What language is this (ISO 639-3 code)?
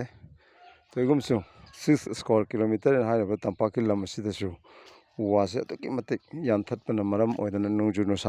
mni